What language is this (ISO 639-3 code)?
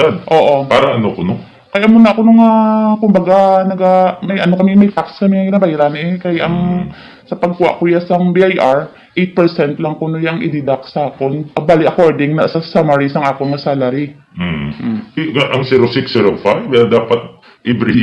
hil